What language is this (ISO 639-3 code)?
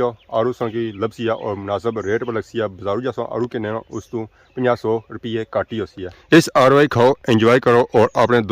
phr